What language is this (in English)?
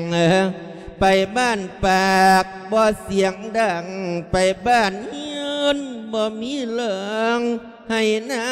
Lao